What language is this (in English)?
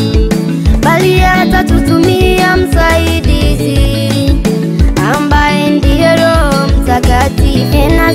Swahili